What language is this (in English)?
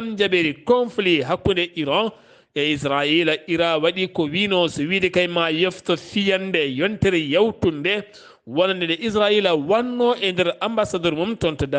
Fula